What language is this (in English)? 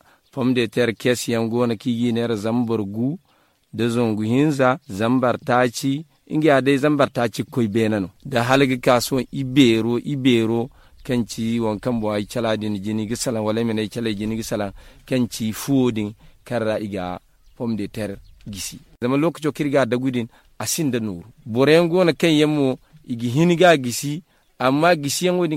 Zarma